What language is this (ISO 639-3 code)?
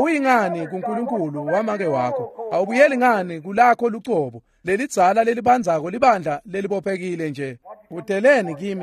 ssw